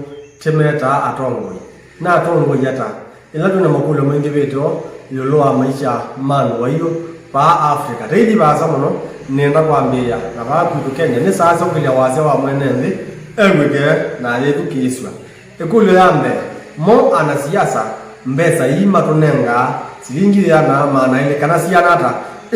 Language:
Kamba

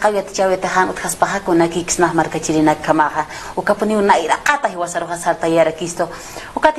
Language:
Aymara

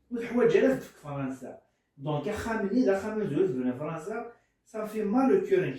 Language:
Kabyle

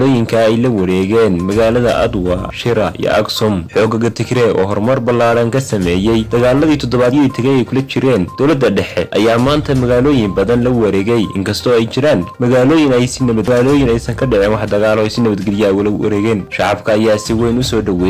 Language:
Somali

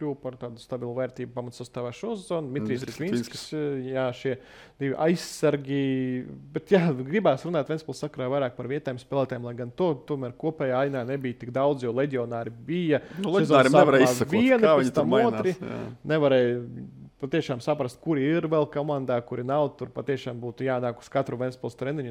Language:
Latvian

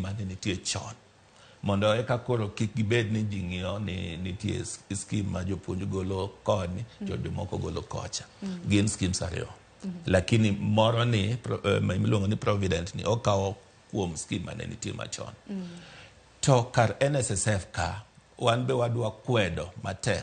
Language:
Luo (Kenya and Tanzania)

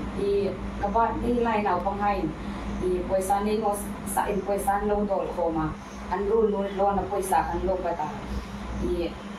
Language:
Hmar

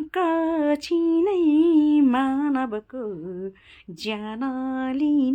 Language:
Nepali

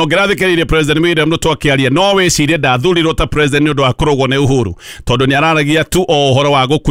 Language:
Kikuyu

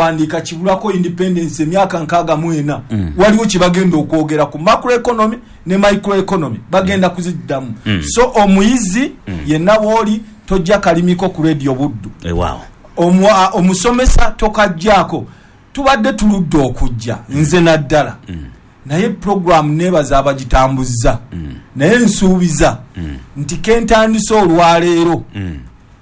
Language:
Ganda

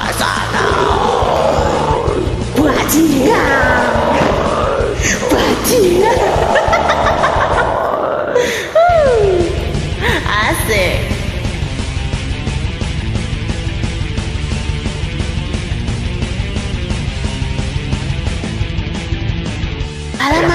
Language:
Indonesian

